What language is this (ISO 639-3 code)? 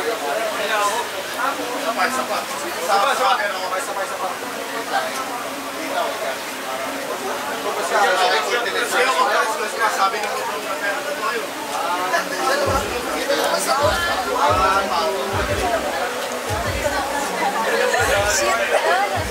fil